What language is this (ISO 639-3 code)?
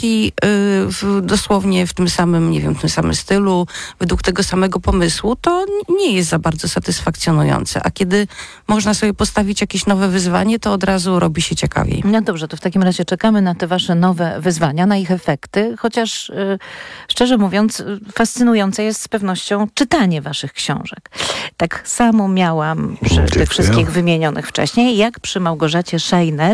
pol